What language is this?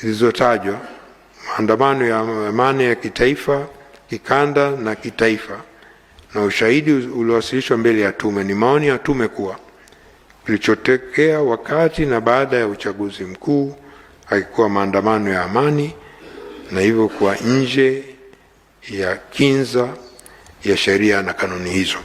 Swahili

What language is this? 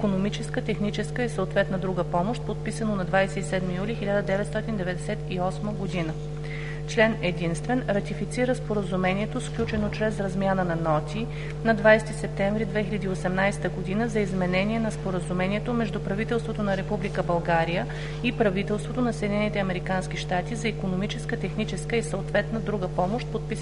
Bulgarian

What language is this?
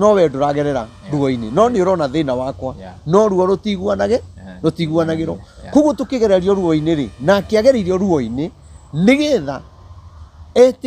Kikuyu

